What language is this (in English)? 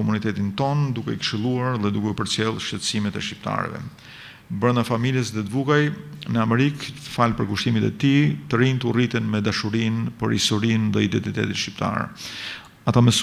Albanian